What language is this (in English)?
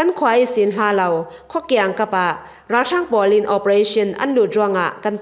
Falam Chin